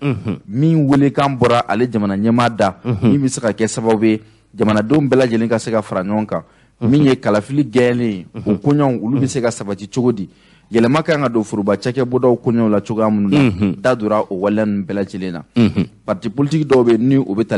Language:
Bambara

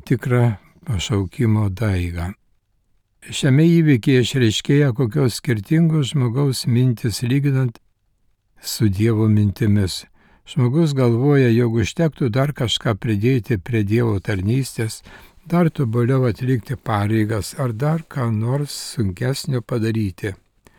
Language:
Lithuanian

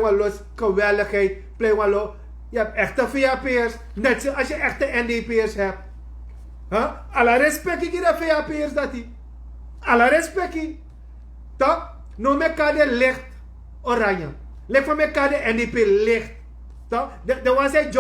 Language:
Sranan Tongo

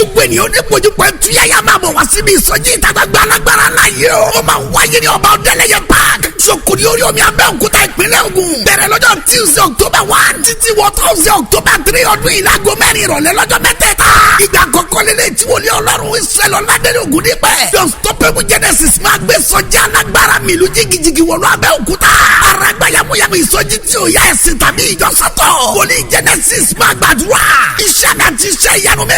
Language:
Yoruba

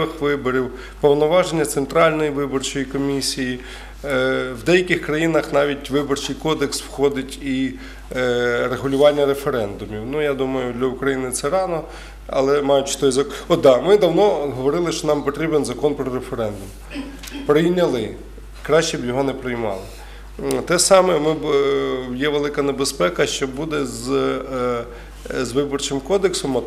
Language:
Ukrainian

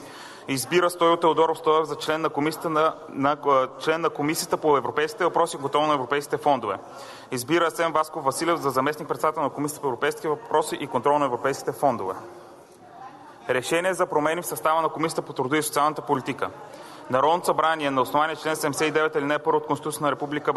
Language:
Bulgarian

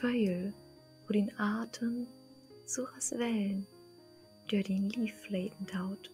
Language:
Low German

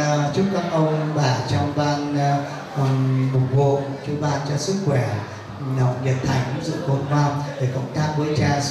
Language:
Vietnamese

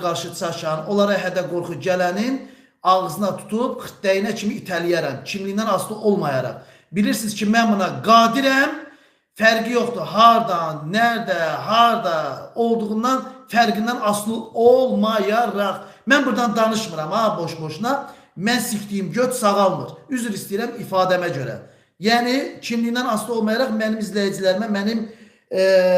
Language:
Azerbaijani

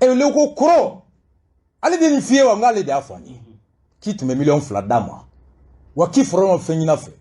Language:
Bambara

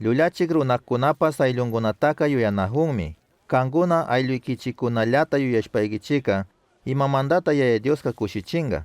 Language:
Chimborazo Highland Quichua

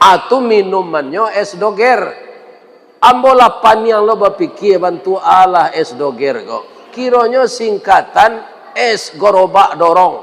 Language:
Minangkabau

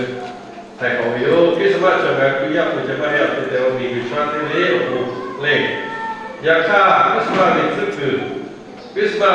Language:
Lahu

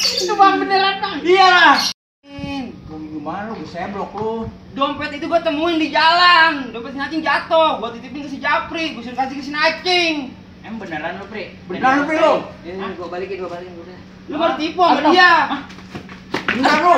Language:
Betawi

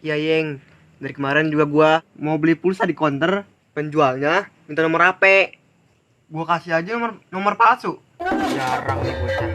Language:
Betawi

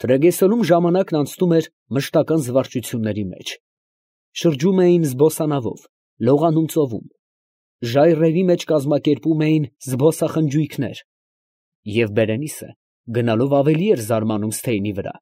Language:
Armenian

